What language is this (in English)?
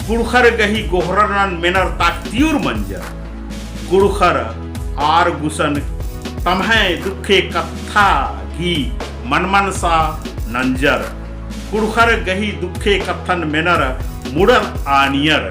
Kurukh